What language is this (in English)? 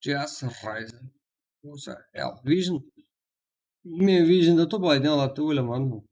Kara-Kalpak